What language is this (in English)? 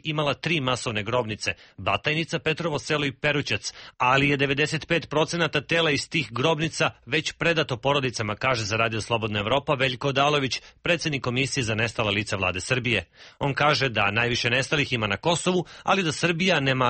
Serbian